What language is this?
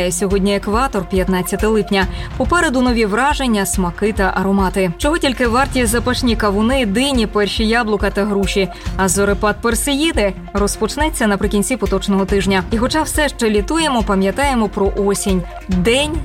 Ukrainian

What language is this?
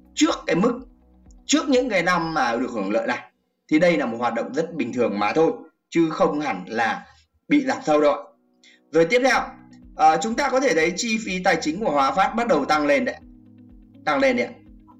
Vietnamese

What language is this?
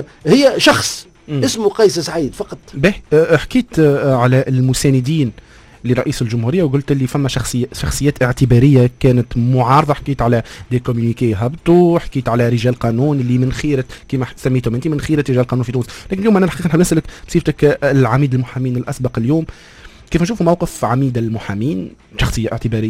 Tunisian Arabic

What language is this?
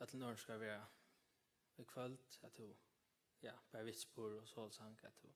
Faroese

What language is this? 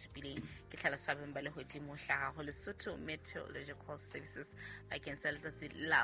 Southern Sotho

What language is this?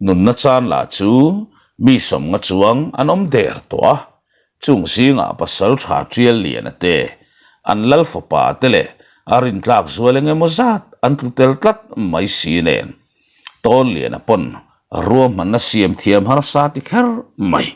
Mizo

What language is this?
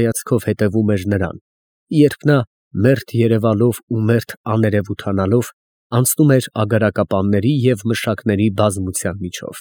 Armenian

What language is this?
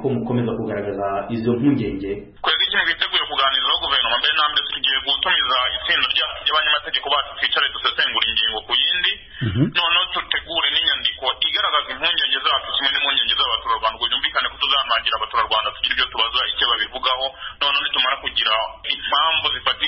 Kinyarwanda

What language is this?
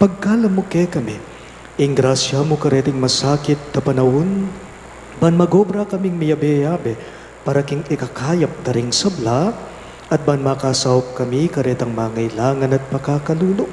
Pampanga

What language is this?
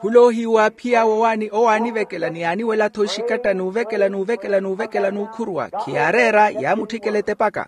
Makhuwa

